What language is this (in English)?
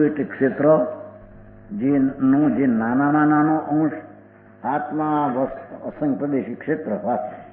Gujarati